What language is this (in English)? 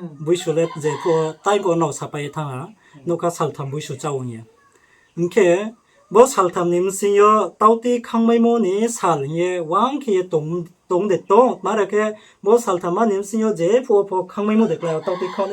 Riang (India)